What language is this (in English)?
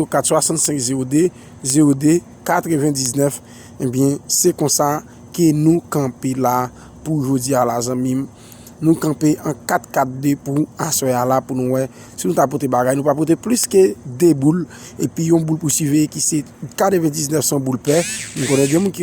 Haitian Creole